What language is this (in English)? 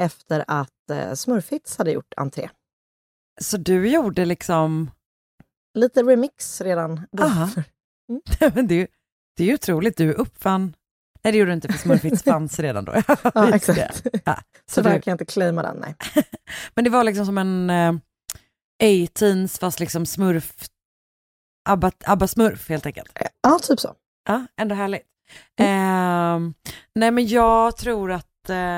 Swedish